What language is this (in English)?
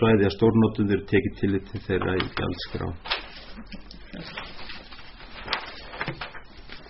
Icelandic